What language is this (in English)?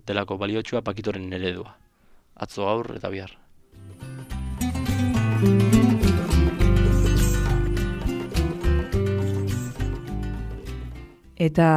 Basque